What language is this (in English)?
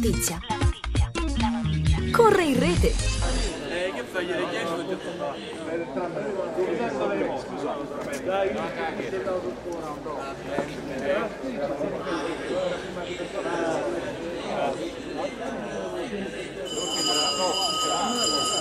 Italian